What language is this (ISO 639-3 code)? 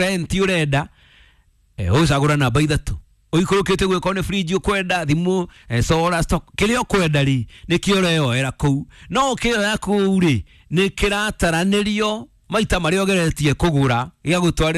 kik